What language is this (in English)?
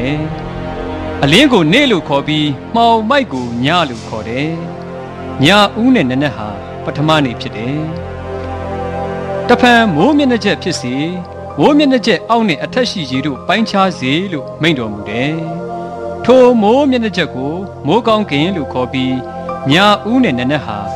Burmese